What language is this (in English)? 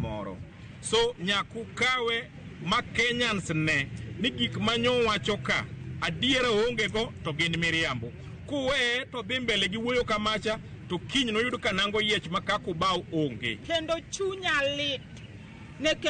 Luo (Kenya and Tanzania)